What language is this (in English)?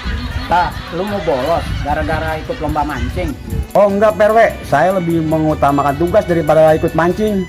Betawi